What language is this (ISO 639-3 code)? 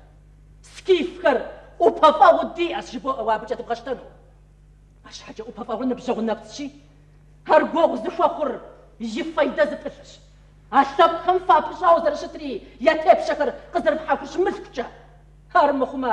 kbd